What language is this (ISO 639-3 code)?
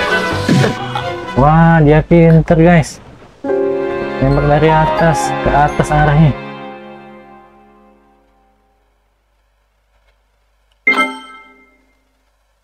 ind